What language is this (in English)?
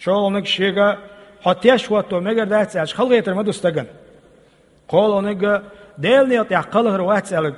Chechen